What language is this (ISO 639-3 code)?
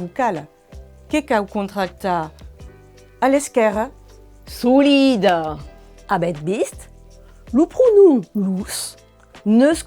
oci